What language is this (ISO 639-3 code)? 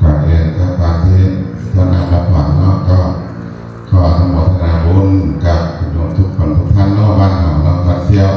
pli